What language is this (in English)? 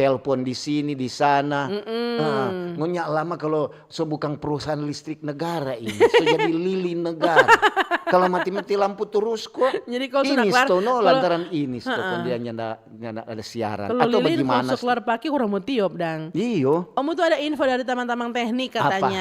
Manado Malay